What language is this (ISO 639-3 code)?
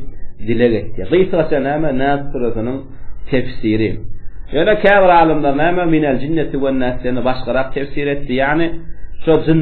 tuk